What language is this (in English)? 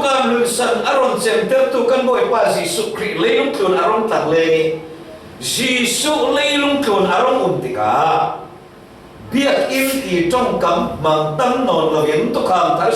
Falam Chin